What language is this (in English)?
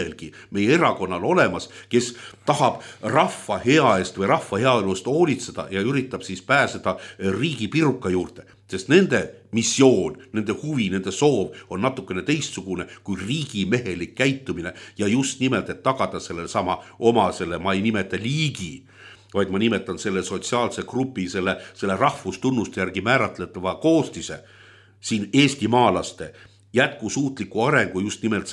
Estonian